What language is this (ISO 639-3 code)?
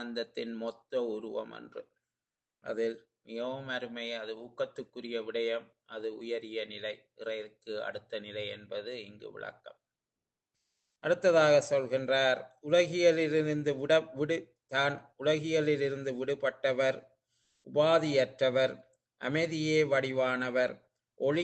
tam